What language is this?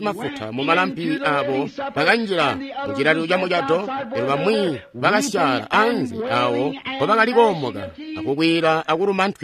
Tonga (Zambia)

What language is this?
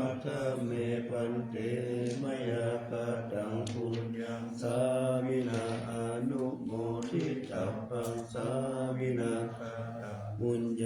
Pali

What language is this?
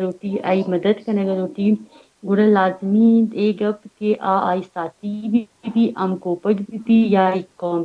Baluchi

